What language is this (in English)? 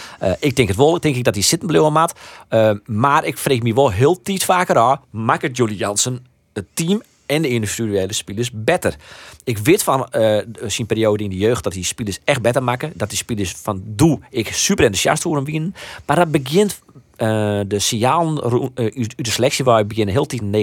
Western Frisian